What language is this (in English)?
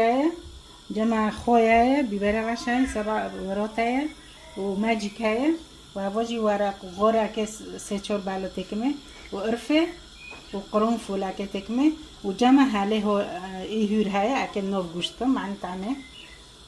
Kurdish